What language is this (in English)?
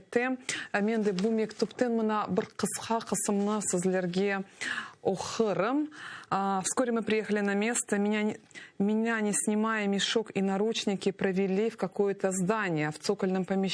Crimean Tatar